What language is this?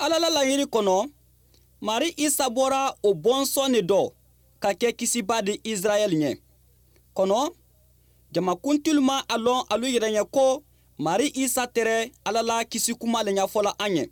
Mandingo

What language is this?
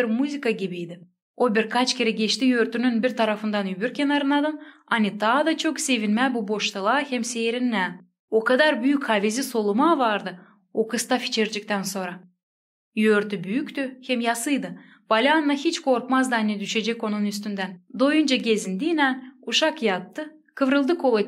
Gagauz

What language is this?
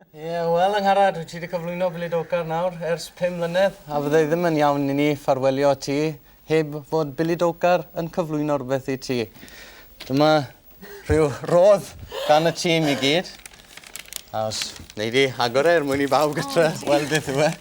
Welsh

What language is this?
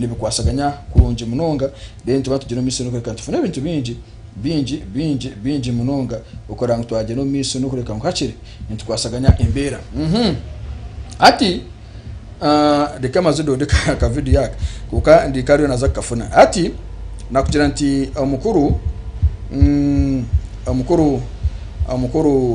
Nyankole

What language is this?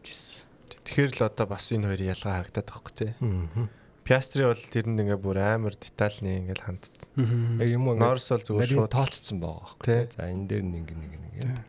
Mongolian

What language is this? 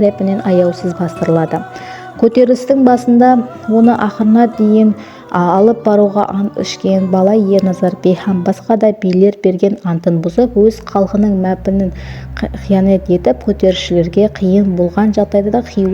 Kara-Kalpak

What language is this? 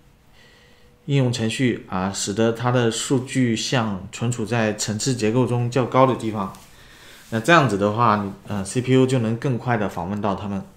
Chinese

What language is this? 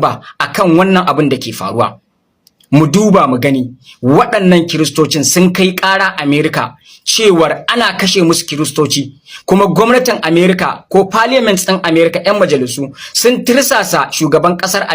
Hausa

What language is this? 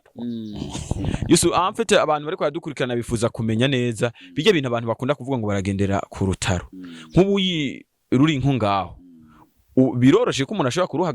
Rundi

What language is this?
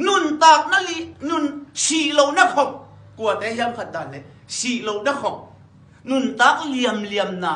Tedim Chin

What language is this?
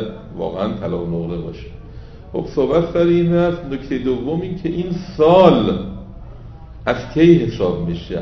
Persian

